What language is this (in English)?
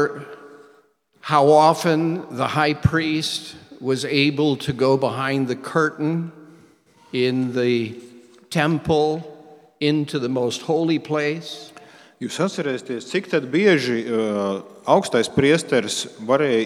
Latvian